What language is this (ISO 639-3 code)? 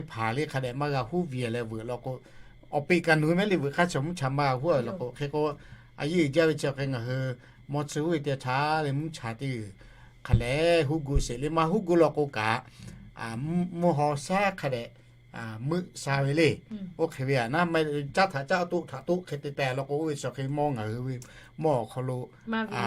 lhu